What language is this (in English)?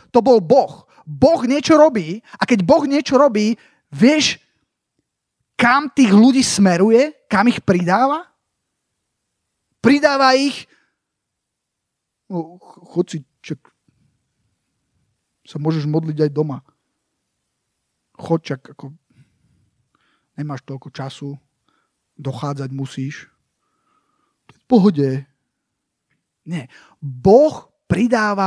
Slovak